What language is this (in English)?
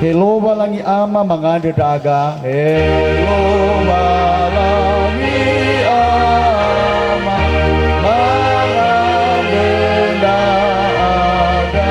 Nias